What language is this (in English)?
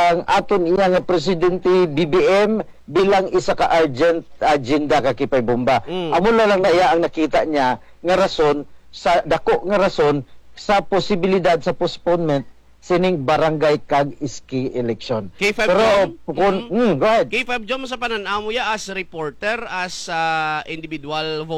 Hiligaynon